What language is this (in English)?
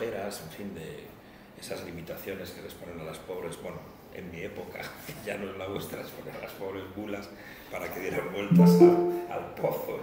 Spanish